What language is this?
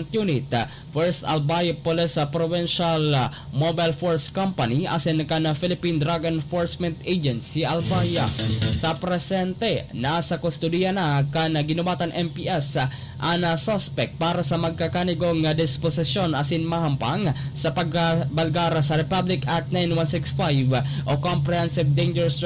Bikol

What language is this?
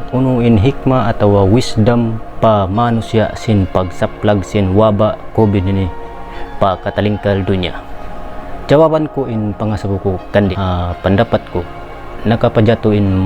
Tausug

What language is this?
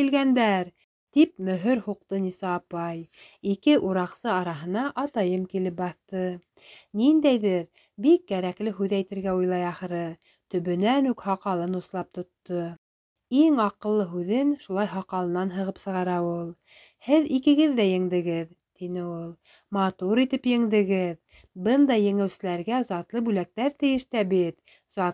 Bashkir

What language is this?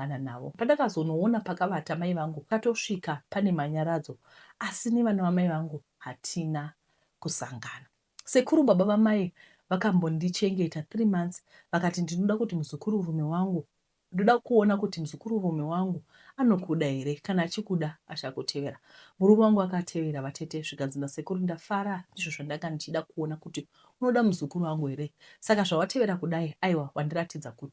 Shona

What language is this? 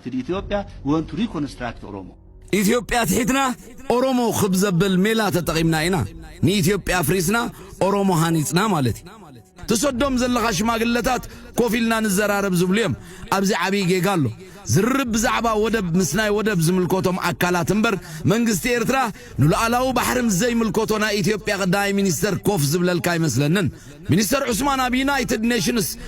Tigrinya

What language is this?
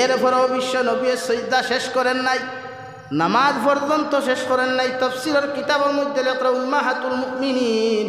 Sylheti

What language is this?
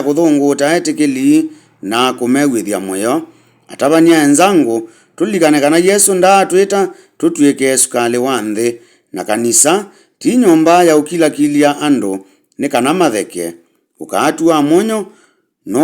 Kamba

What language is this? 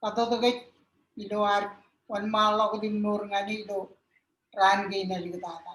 Marshallese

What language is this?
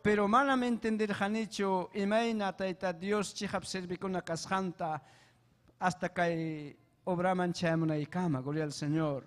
Ayacucho Quechua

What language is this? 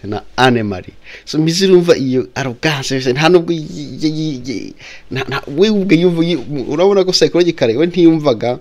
Kinyarwanda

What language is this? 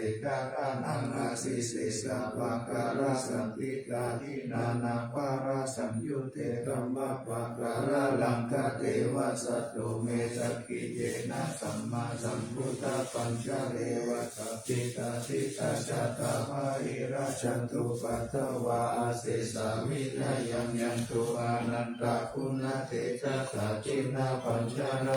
Pali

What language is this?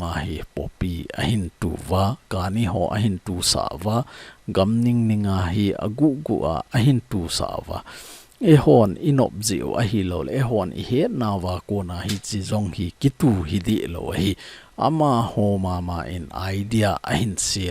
Thado Chin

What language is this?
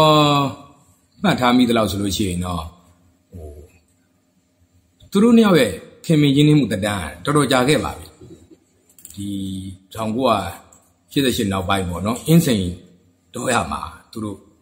Burmese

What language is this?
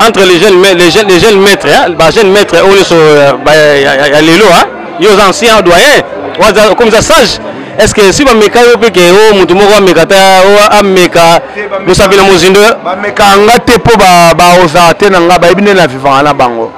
Lingala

